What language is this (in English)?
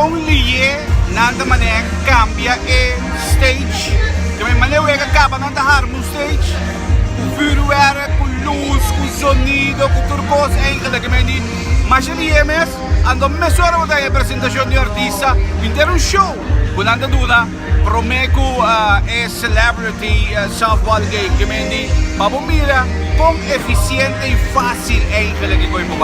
Papiamento